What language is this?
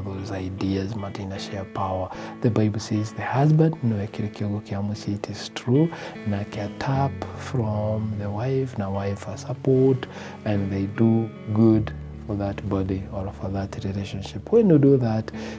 Kikuyu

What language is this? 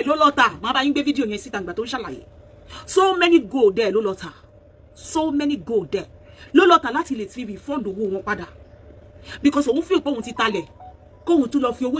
Yoruba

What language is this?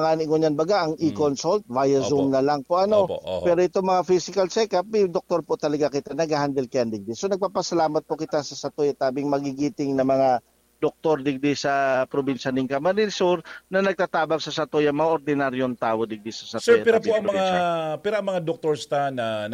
Bikol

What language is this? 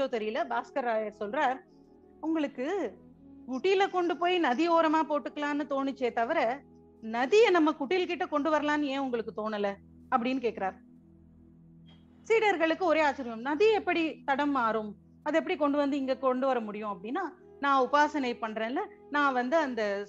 Tamil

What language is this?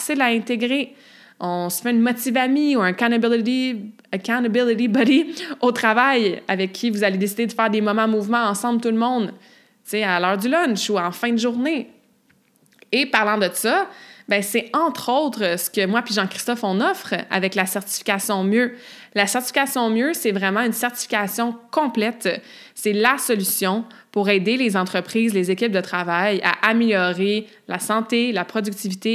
French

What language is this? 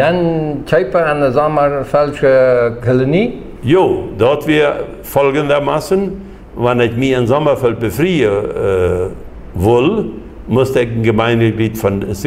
Plautdietsch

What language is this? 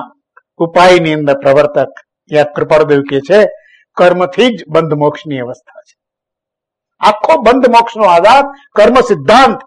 Gujarati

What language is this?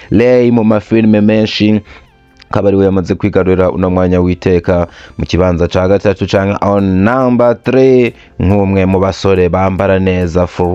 Rundi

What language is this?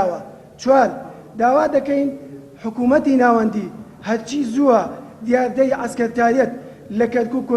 Central Kurdish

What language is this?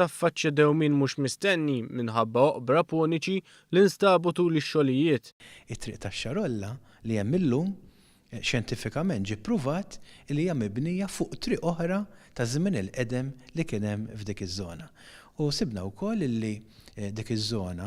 Maltese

